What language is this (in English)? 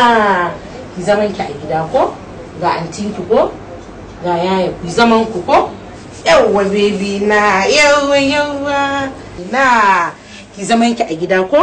Hausa